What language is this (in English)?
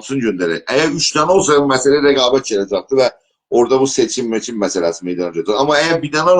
South Azerbaijani